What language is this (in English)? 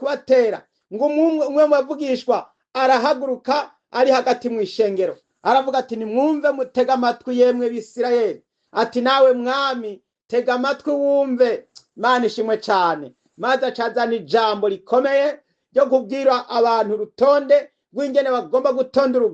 Rundi